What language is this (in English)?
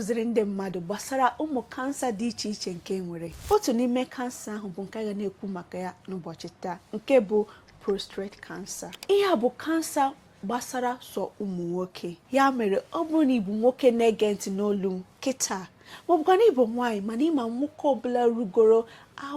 Igbo